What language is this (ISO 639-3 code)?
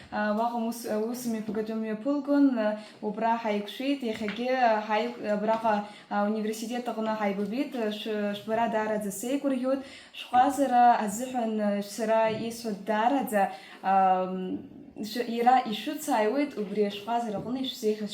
abk